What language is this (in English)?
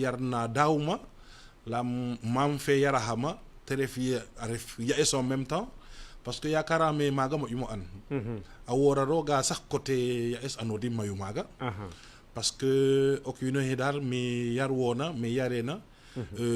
Serer